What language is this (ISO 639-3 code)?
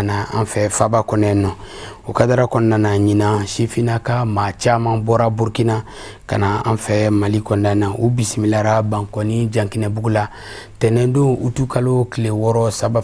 bam